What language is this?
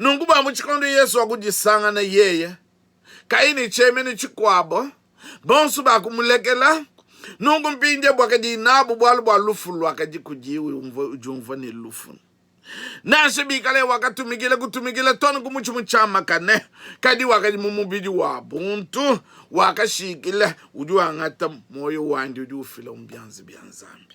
Luba-Lulua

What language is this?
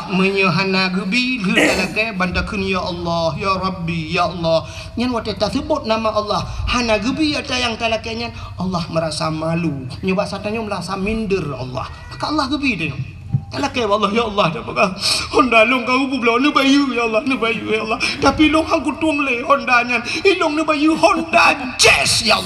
Achinese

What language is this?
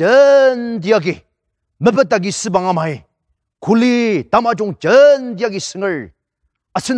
Ao Naga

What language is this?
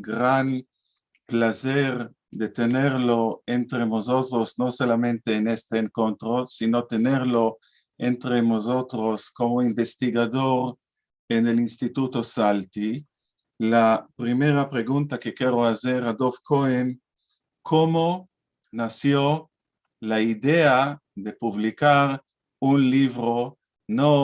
Ladino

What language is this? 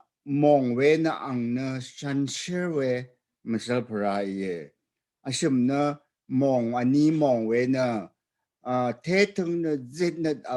Rawang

